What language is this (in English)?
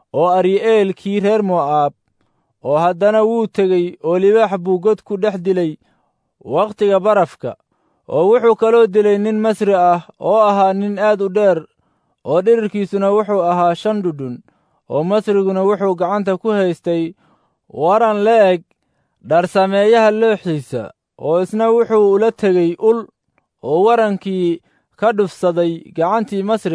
Somali